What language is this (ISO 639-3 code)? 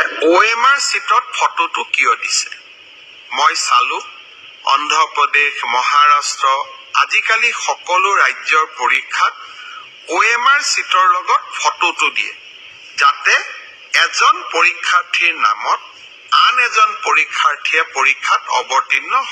asm